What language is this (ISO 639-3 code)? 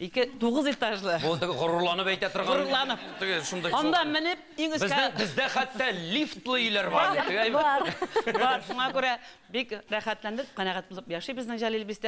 tat